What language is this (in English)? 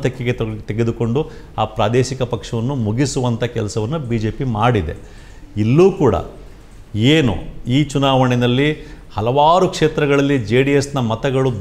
Kannada